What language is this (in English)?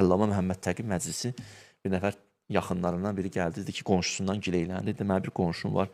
Azerbaijani